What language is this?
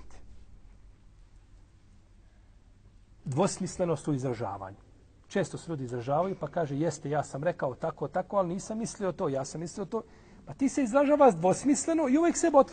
Bosnian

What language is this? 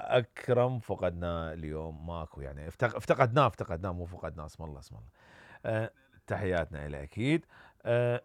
Mesopotamian Arabic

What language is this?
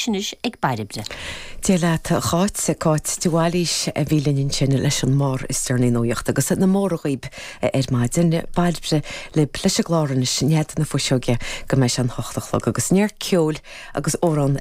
Irish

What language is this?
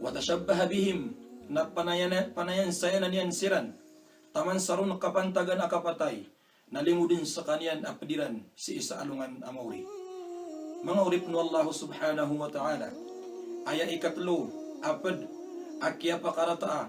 Maranao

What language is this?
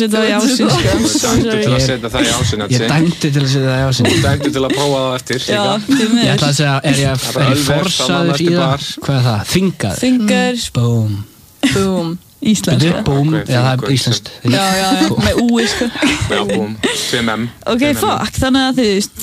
Icelandic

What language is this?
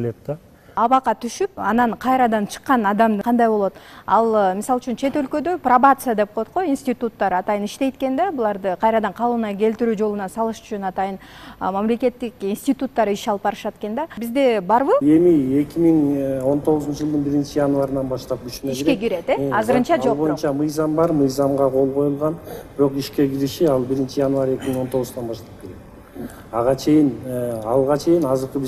Kyrgyz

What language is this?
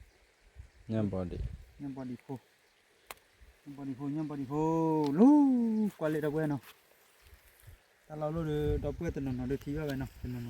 S'gaw Karen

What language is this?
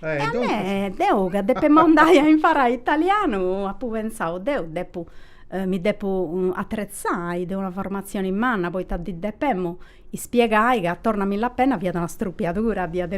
Sardinian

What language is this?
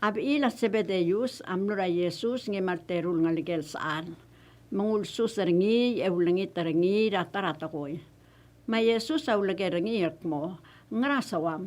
Palauan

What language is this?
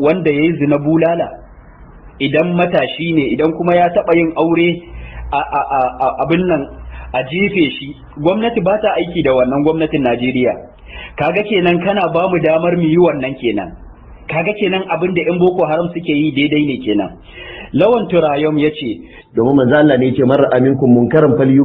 Hausa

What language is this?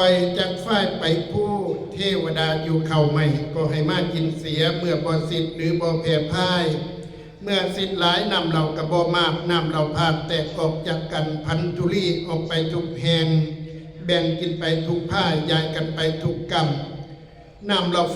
Northeastern Thai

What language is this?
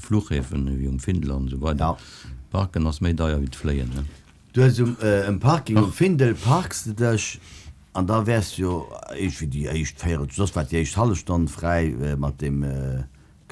Luxembourgish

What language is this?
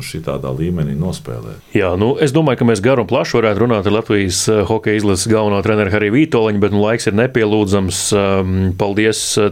Latvian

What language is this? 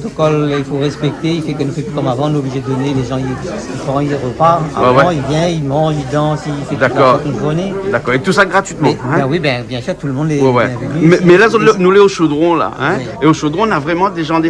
Réunion Creole French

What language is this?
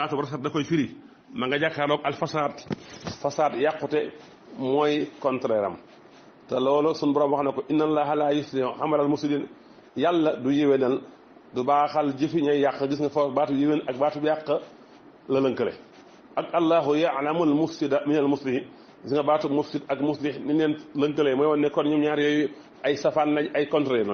Wolof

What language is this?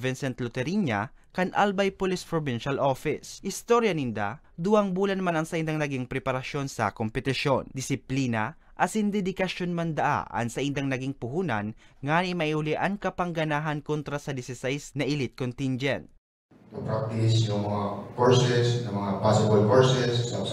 Bikol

